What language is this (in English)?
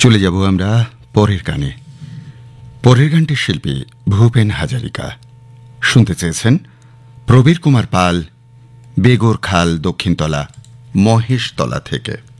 Bangla